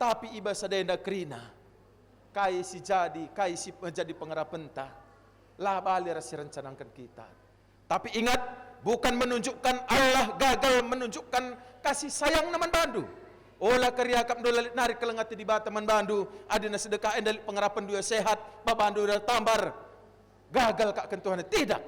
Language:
Batak Karo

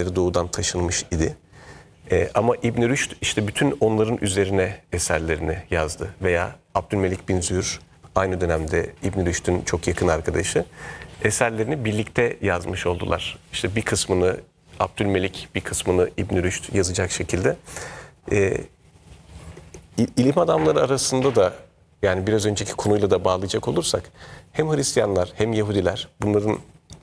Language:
Turkish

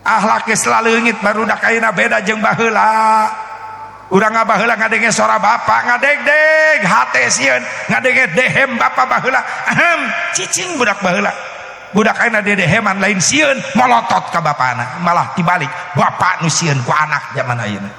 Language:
Sundanese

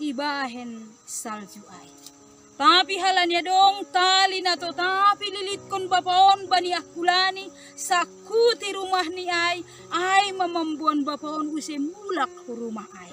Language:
Batak Simalungun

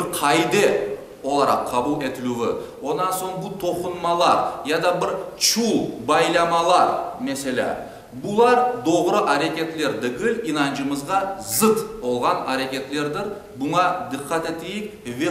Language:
Crimean Tatar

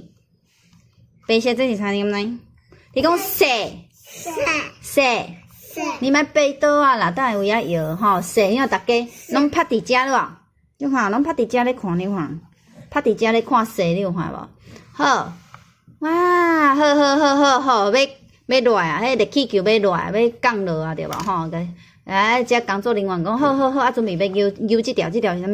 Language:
Min Nan Chinese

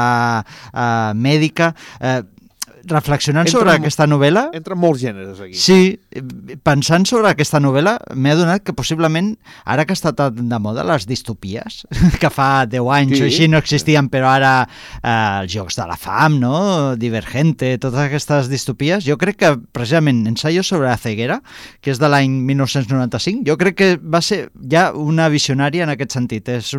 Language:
Catalan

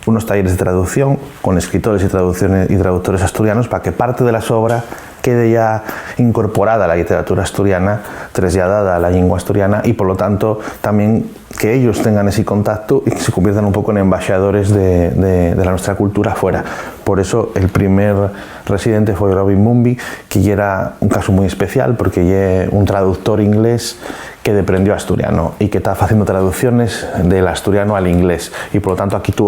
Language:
Asturian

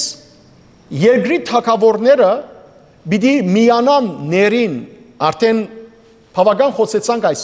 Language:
Western Armenian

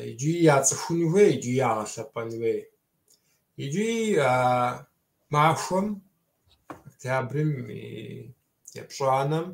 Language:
Kabardian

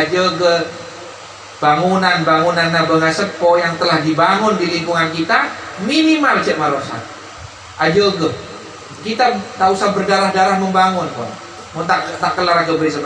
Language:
Madurese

